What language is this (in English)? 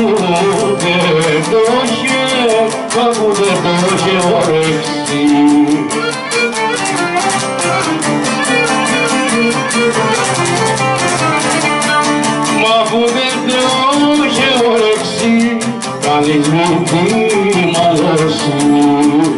Greek